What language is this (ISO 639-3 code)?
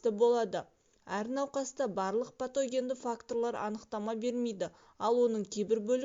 kaz